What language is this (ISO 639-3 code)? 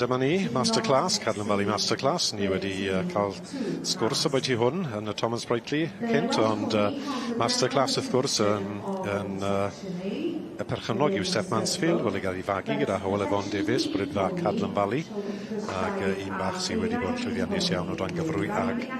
cym